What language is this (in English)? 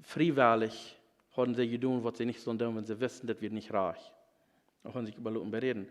Plautdietsch